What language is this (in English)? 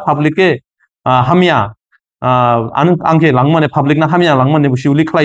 Dimasa